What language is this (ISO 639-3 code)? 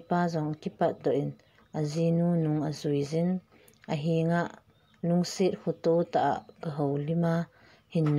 tcz